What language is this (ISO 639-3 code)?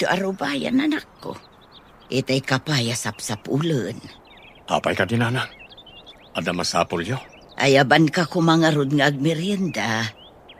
ilo